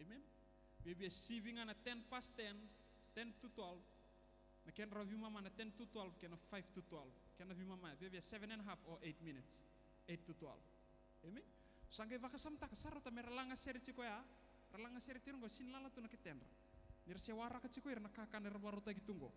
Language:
Fijian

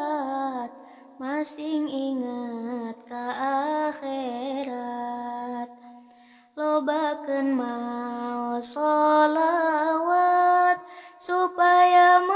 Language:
Sundanese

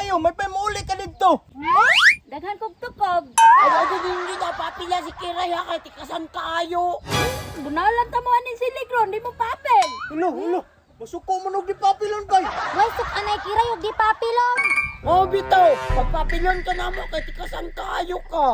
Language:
Cebuano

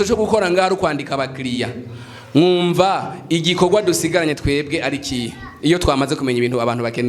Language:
Rundi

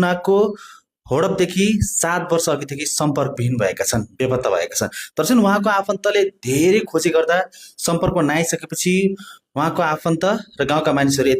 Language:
Nepali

